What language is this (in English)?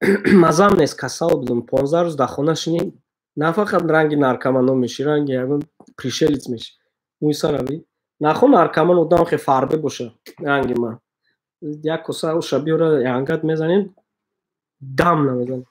Tajik